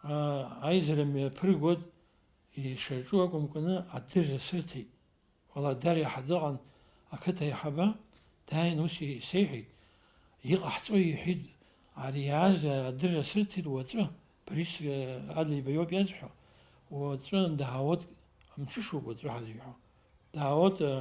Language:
Abkhazian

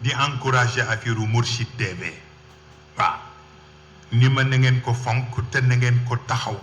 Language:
Wolof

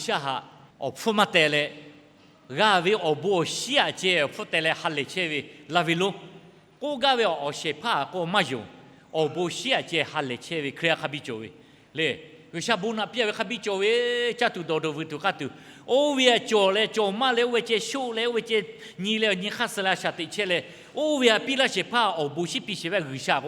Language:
Lahu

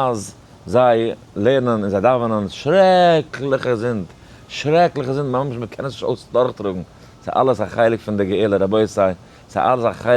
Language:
Yiddish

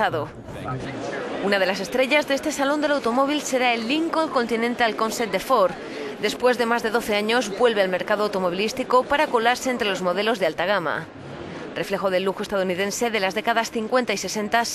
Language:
Spanish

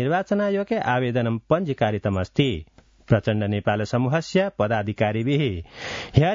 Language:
Sanskrit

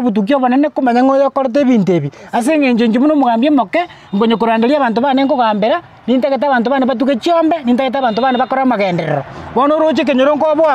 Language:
Gusii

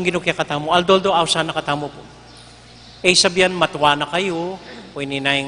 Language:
Pampanga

